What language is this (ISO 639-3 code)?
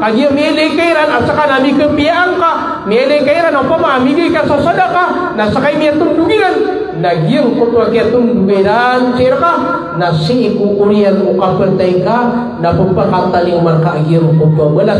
mrw